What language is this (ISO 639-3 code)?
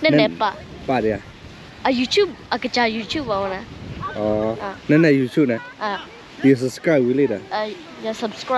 ksw